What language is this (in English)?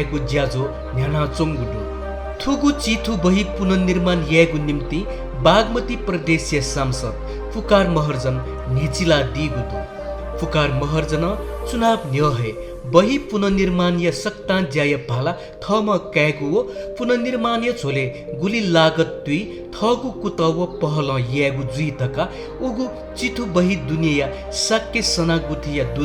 Newari